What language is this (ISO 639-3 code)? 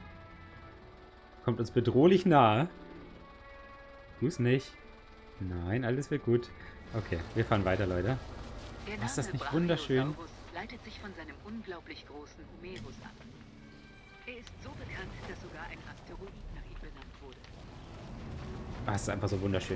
deu